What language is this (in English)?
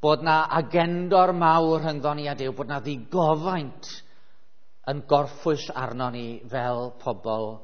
Welsh